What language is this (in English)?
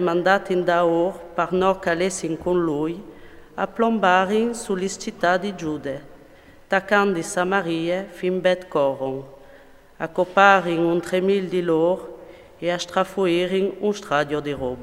Friulian